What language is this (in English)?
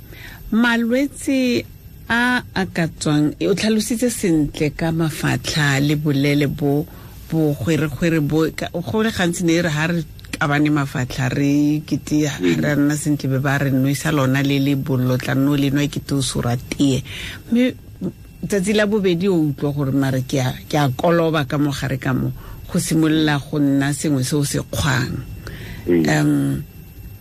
Tswana